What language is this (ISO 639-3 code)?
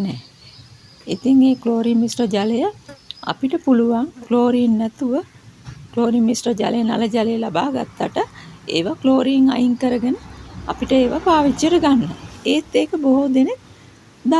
sin